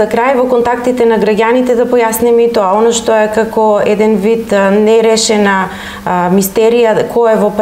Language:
Macedonian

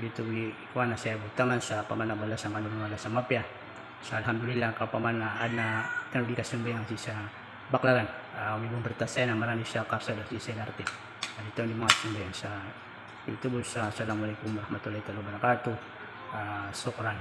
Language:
Maranao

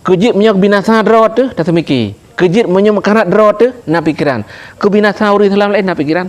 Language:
Achinese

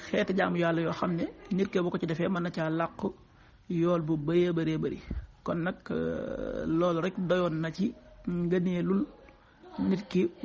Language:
Wolof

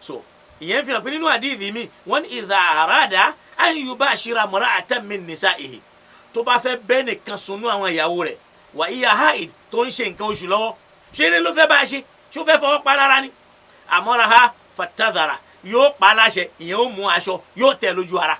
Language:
Yoruba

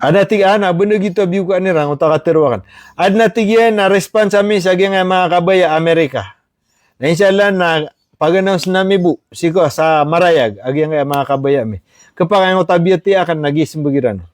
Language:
Maranao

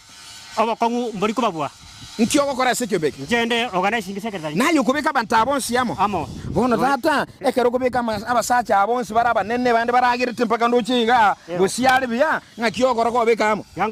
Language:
Gusii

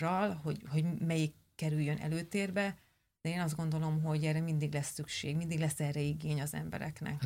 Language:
Hungarian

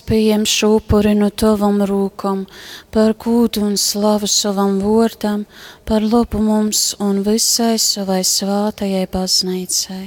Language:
Latgalian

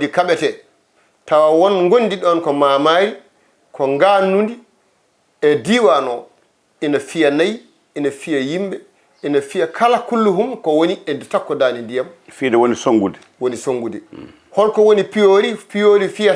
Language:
Fula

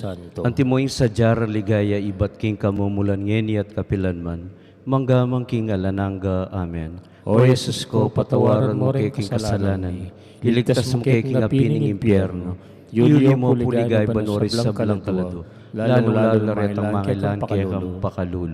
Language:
Pampanga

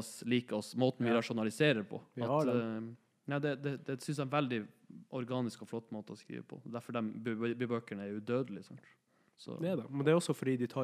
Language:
Norwegian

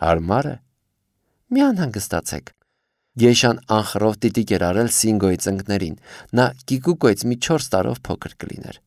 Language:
Armenian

